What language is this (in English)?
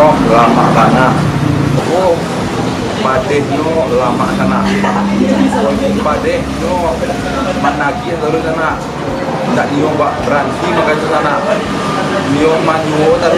Minangkabau